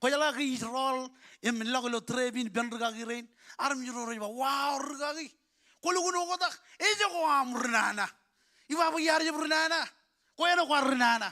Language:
Marshallese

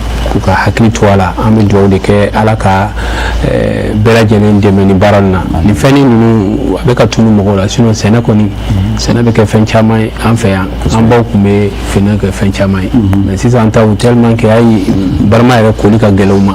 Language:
Bambara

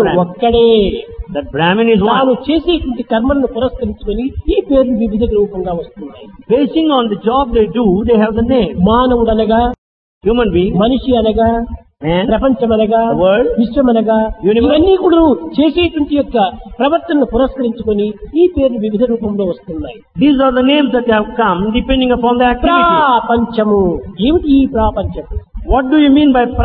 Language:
Telugu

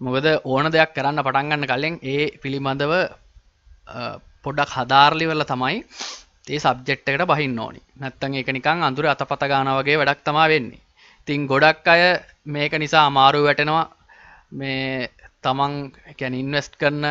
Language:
Sinhala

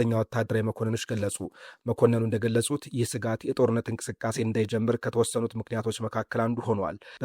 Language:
Amharic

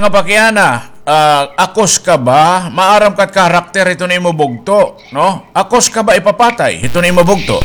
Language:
Waray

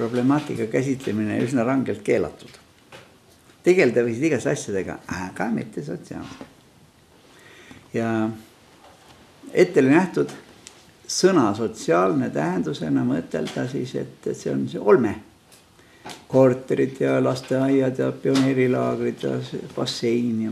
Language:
Estonian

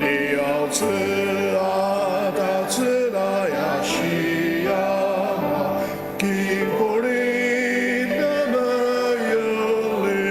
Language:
Ao Naga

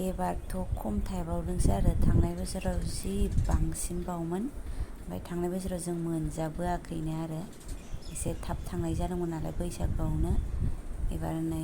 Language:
Bodo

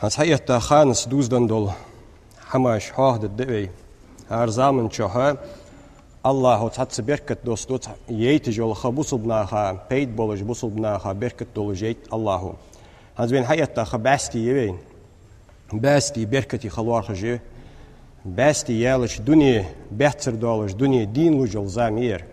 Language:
Ingush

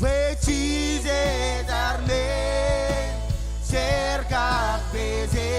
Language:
Marshallese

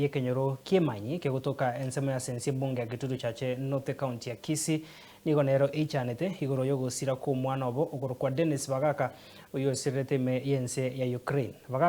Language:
Gusii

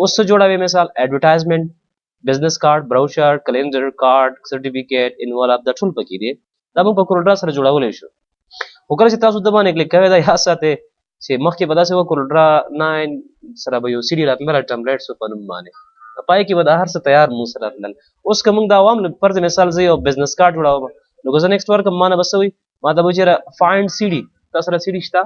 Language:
Pashto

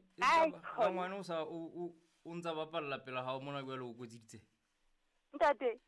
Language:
Southern Sotho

